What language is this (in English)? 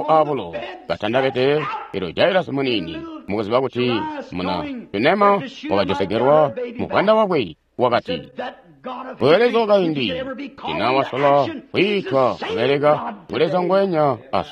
Tonga (Zambia)